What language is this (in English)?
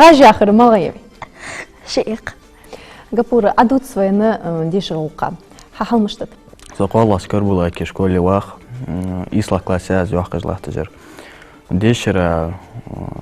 Ingush